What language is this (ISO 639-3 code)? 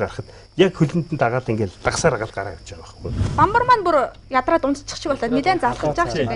mon